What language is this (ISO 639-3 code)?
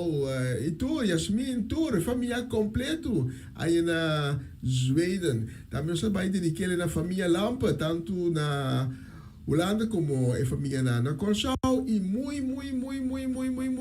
pap